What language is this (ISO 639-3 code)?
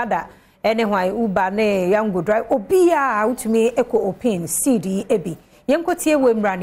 aka